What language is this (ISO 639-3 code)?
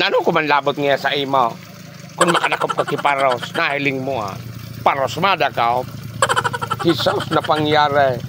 bik